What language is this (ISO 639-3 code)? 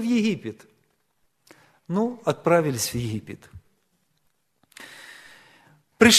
rus